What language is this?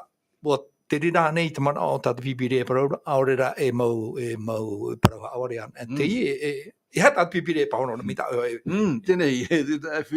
Tahitian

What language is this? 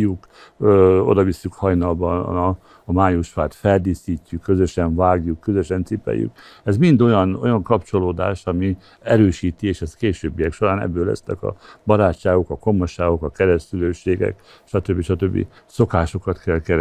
Hungarian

